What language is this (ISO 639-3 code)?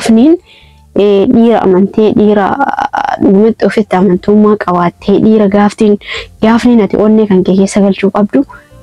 orm